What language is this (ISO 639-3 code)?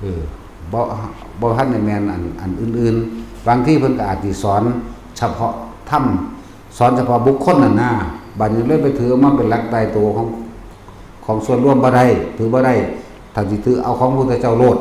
lao